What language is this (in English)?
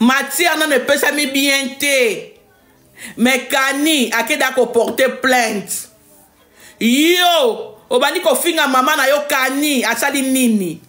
Lingala